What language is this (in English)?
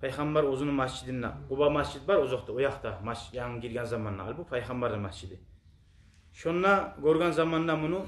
Kumyk